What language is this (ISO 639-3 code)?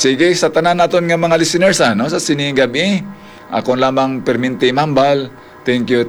hil